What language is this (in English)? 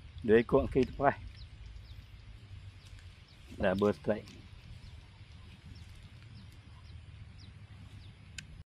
Malay